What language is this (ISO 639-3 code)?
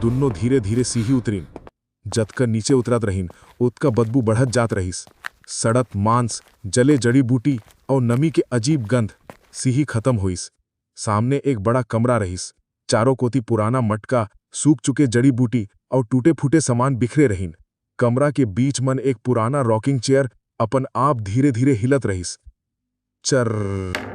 hne